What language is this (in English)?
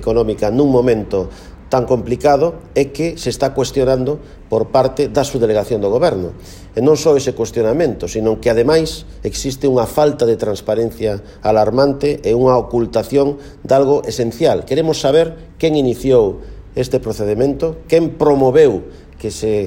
Galician